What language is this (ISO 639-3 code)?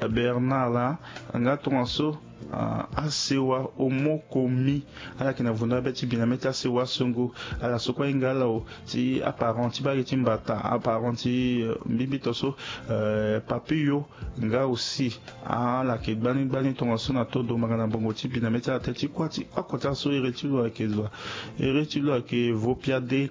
sag